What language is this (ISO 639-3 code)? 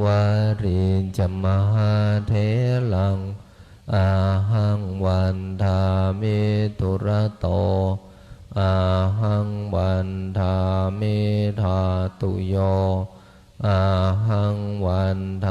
pli